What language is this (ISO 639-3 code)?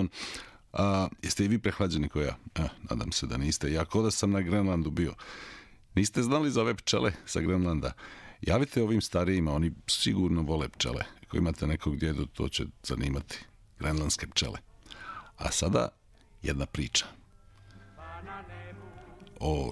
srp